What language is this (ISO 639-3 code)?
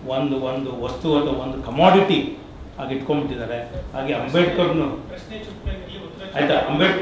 kan